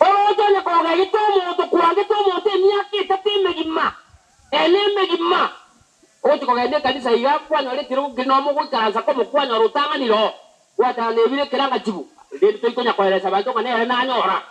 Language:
Gusii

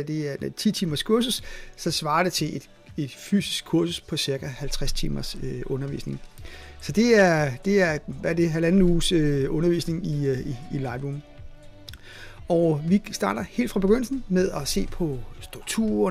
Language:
Danish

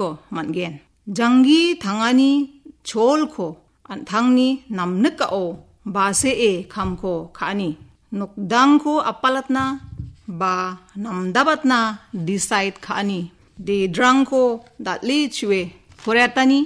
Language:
Garo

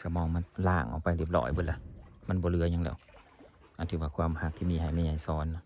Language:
Northeastern Thai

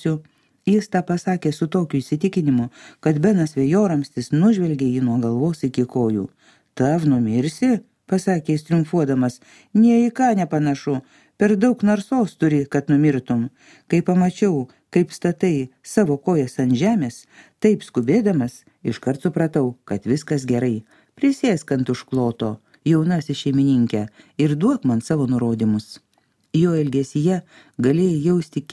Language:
Lithuanian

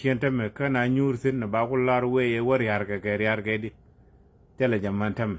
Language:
Nuer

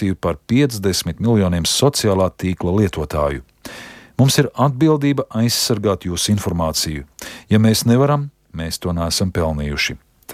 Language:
Latvian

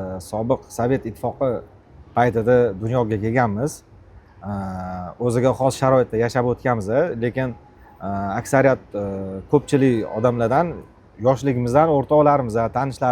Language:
Uzbek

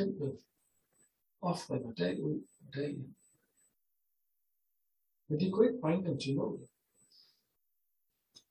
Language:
Danish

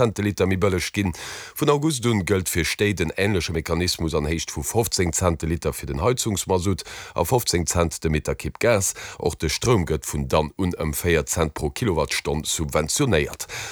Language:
Luxembourgish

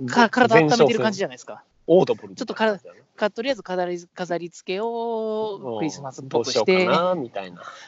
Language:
Japanese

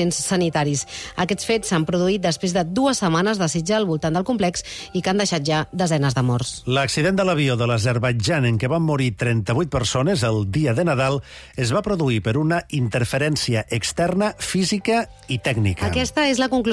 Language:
Catalan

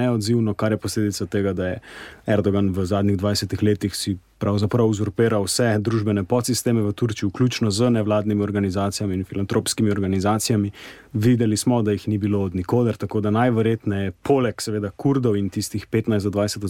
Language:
Slovenian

